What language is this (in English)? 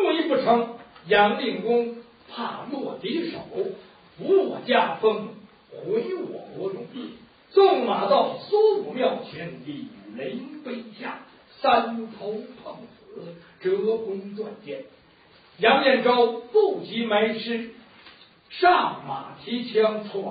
Chinese